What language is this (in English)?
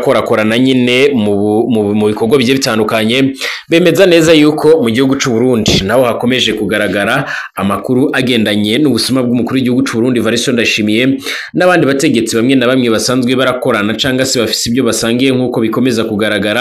Rundi